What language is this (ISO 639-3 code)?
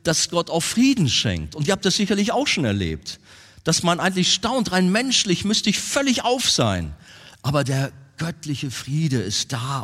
deu